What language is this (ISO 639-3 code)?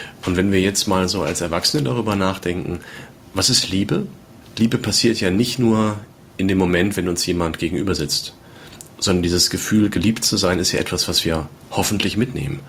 deu